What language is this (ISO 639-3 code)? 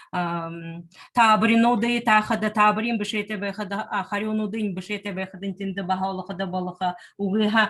bua